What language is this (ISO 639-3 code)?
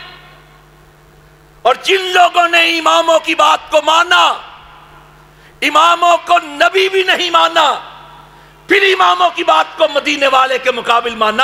urd